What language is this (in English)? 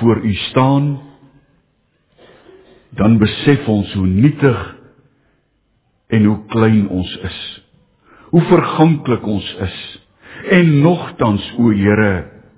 Afrikaans